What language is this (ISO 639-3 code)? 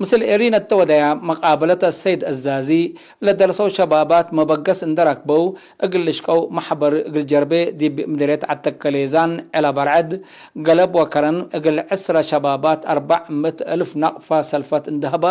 tig